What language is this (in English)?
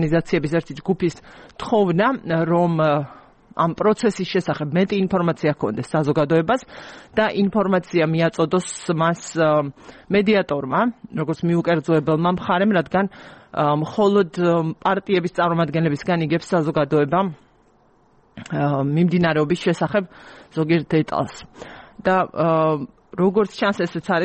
Georgian